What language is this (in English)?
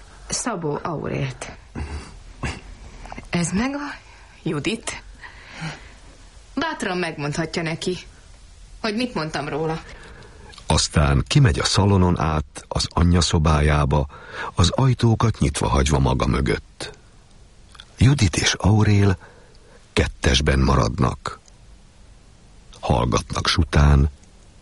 Hungarian